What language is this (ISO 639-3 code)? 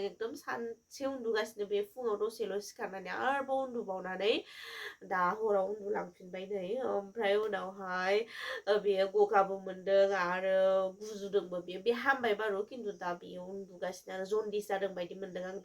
brx